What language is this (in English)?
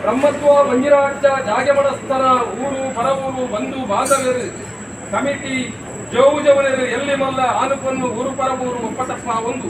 Tulu